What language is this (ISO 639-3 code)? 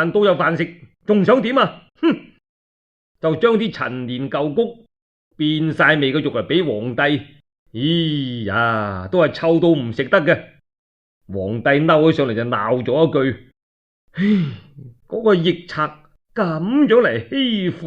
yue